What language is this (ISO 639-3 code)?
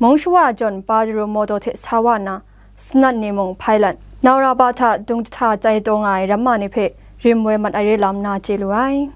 kac